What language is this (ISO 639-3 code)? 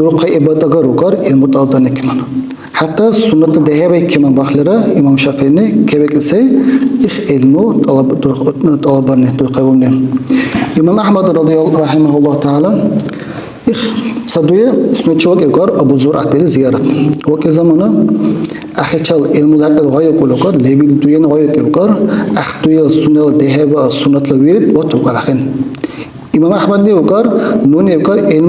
dar